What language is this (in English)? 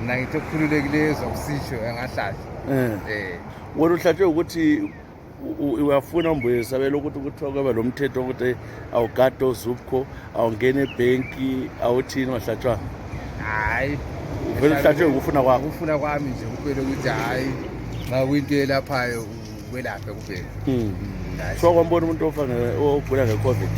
North Ndebele